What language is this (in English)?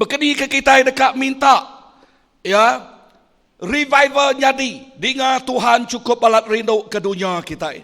Iban